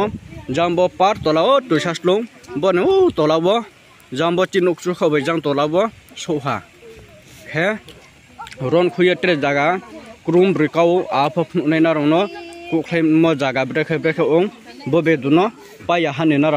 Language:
Riang (India)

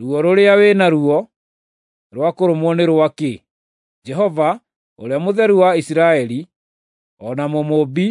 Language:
Kikuyu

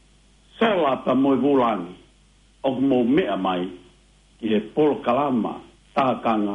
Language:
Tongan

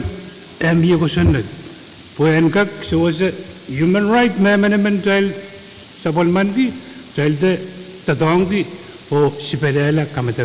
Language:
Pohnpeian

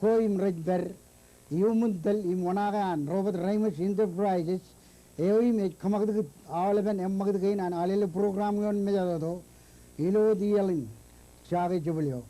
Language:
Marshallese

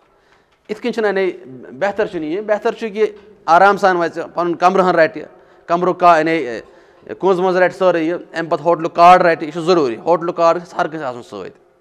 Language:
Kashmiri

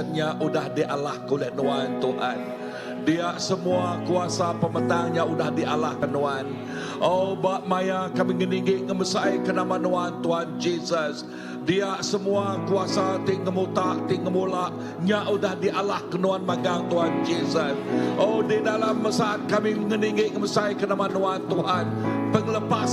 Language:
Iban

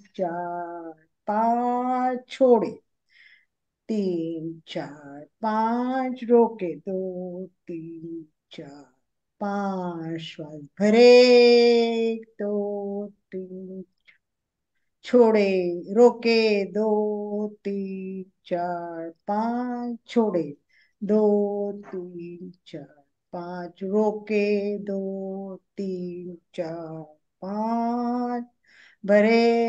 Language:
Hindi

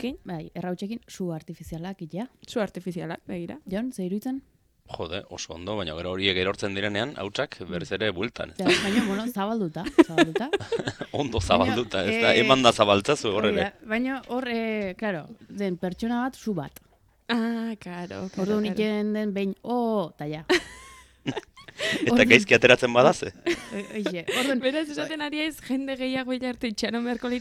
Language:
Basque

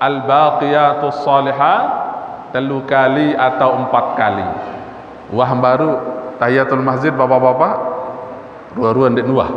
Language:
Sasak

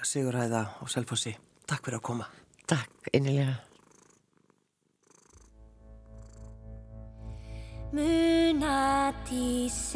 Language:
Icelandic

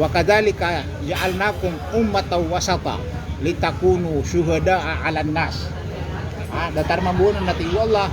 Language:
Maranao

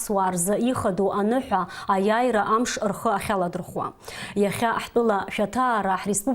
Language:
Abkhazian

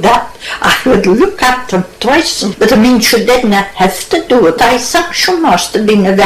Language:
Scots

